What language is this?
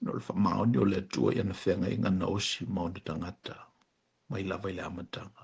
Samoan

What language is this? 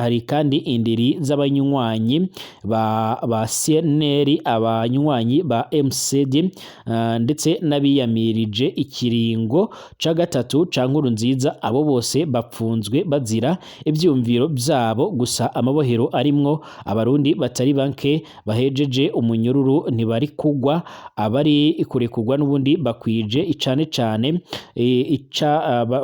Rundi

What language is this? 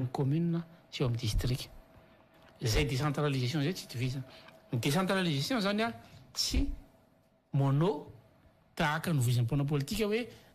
Malagasy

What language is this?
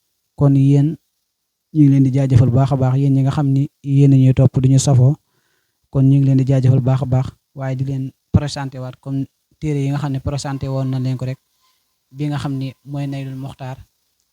Wolof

